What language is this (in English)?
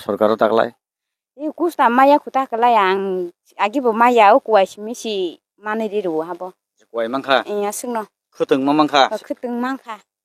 Kok Borok